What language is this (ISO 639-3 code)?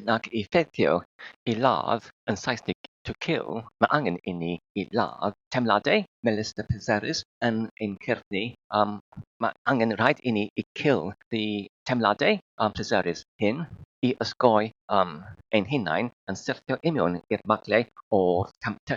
cym